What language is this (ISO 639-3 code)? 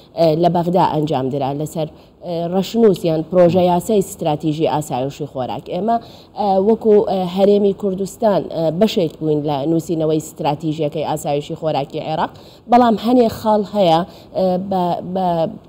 ckb